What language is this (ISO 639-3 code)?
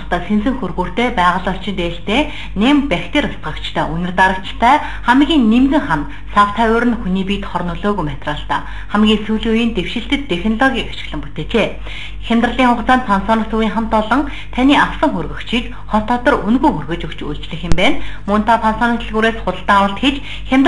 mon